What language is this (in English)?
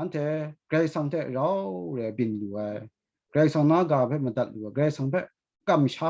Kachin